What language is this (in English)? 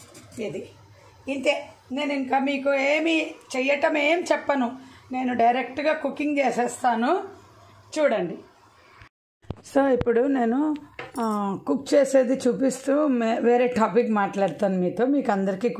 Telugu